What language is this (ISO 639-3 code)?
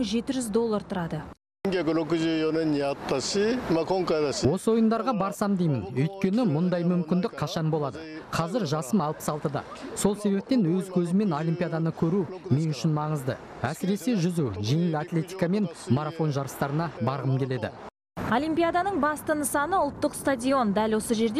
kaz